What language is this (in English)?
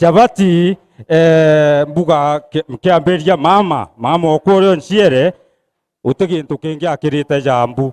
Meru